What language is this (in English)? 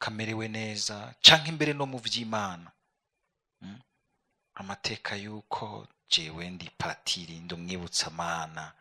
Rundi